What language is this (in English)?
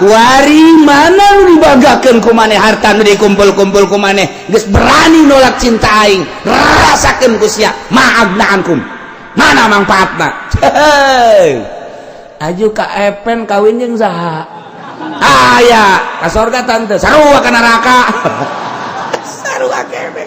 Sundanese